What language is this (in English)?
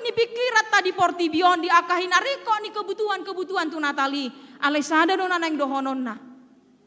Batak Toba